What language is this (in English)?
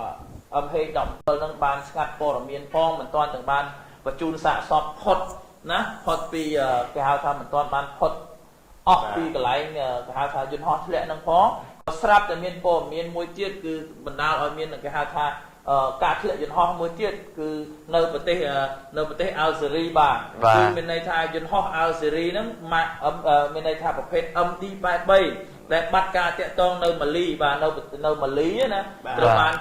Khmer